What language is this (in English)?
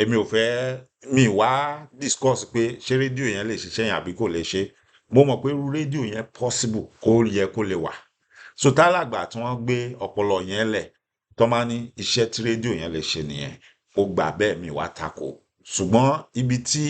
Yoruba